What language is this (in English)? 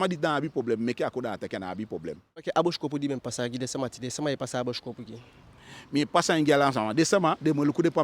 Eastern Maroon Creole